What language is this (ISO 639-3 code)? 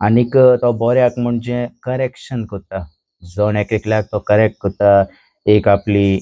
kok